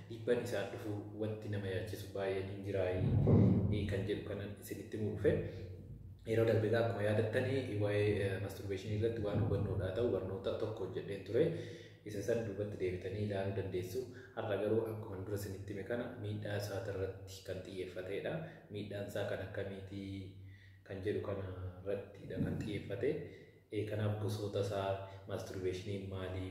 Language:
Oromo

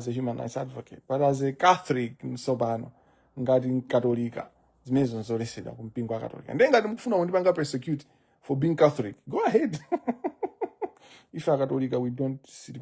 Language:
Nyanja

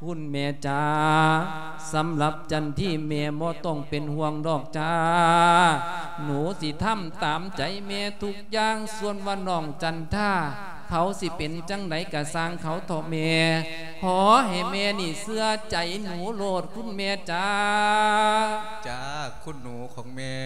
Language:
Lao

